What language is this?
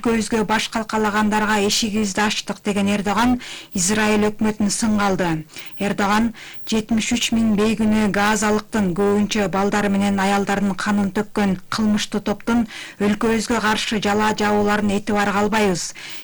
Kyrgyz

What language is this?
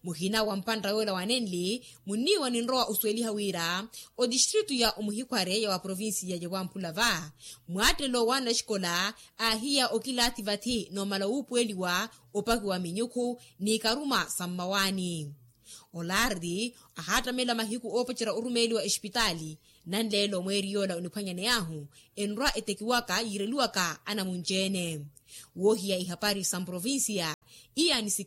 Makhuwa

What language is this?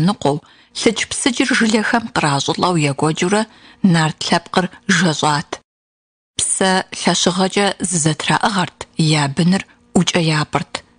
Kabardian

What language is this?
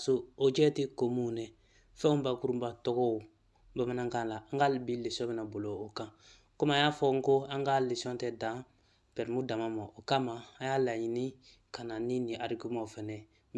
Bambara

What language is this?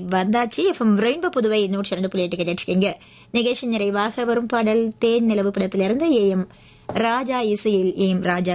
Tamil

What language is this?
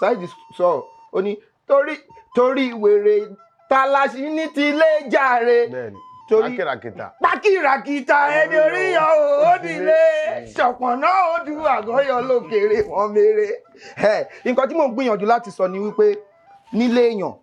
Yoruba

